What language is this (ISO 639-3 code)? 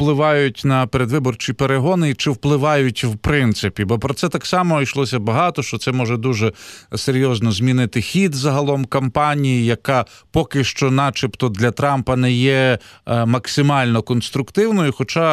ukr